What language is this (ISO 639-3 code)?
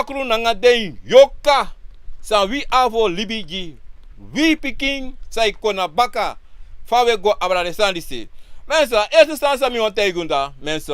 srn